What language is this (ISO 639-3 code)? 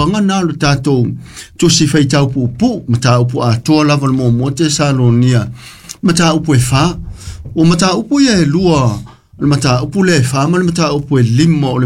smo